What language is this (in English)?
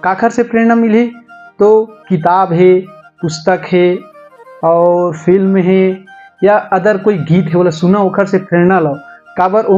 Chhattisgarhi